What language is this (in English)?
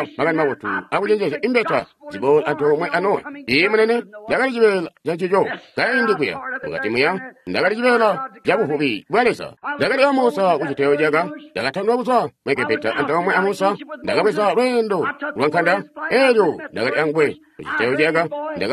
Tonga (Zambia)